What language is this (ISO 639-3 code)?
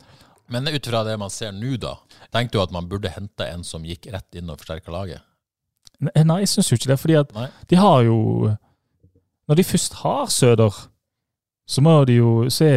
nor